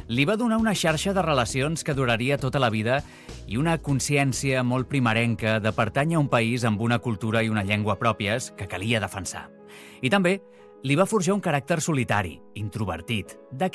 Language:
Catalan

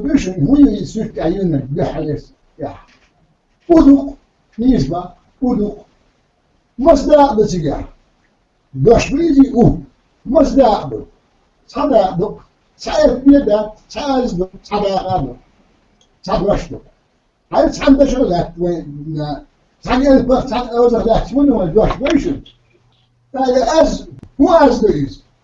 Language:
Chechen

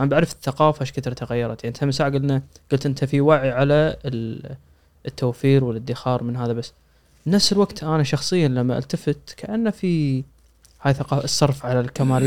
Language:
Gulf Arabic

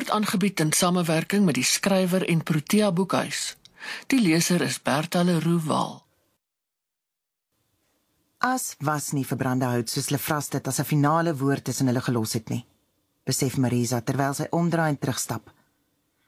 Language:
Afrikaans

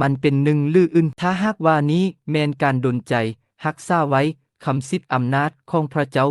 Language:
Lao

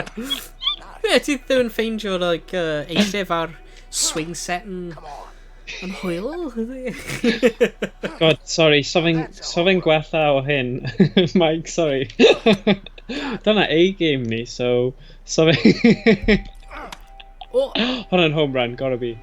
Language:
Welsh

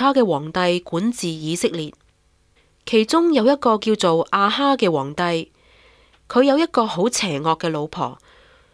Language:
Cantonese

